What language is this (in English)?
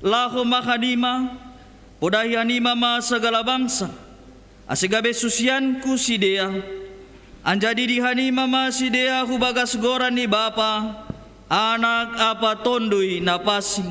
Batak Simalungun